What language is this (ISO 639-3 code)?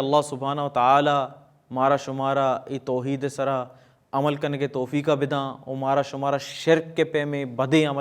bal